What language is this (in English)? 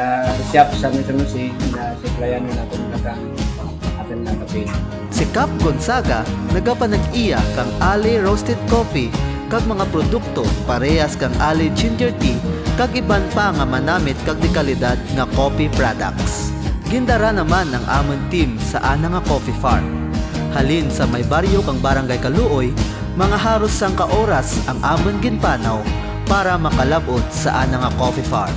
Kinaray-a